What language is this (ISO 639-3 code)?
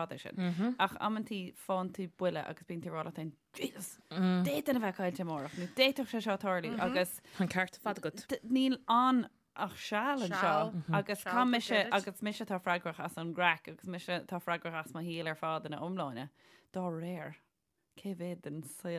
gle